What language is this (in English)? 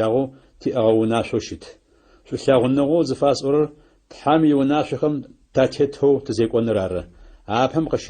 Adyghe